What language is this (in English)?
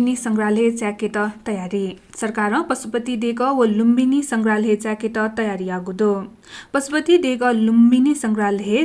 Newari